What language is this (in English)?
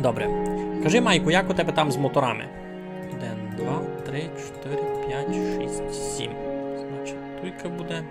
Rusyn